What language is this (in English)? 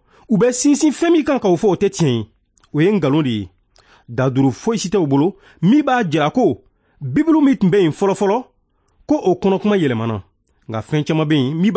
Bambara